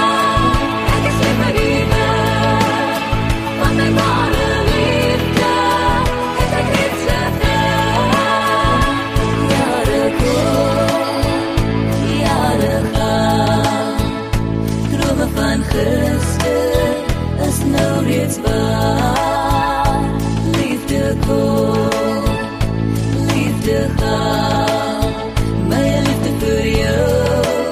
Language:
Afrikaans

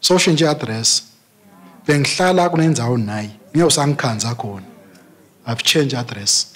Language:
Swati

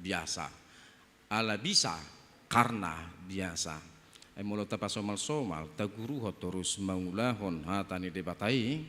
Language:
Batak Toba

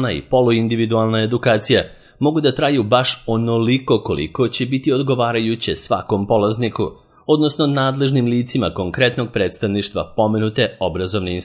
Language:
Serbian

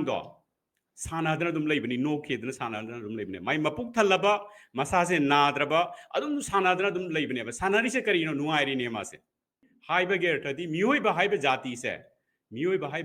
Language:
Manipuri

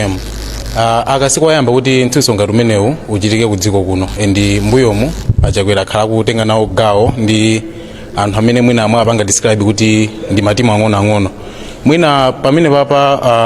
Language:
Nyanja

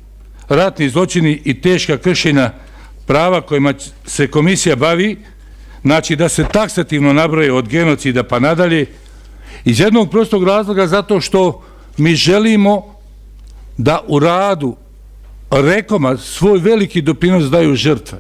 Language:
Bosnian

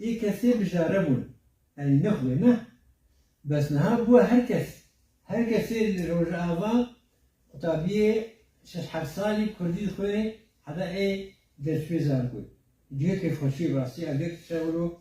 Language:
Kurdish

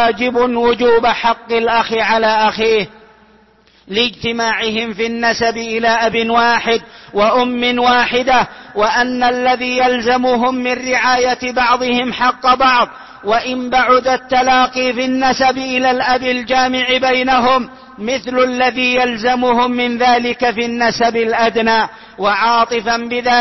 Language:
Arabic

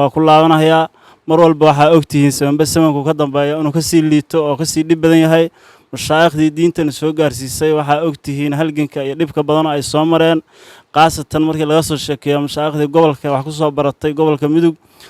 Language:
Somali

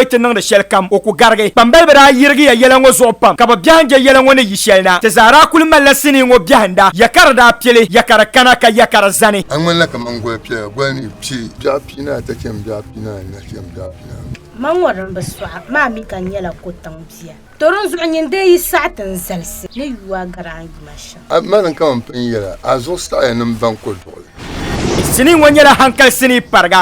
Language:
Dagbani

